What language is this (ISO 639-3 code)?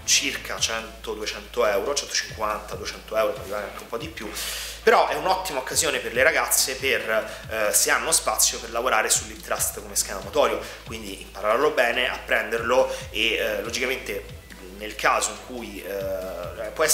ita